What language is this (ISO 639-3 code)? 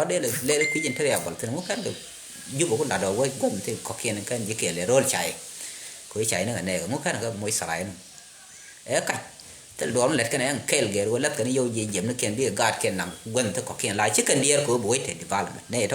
nus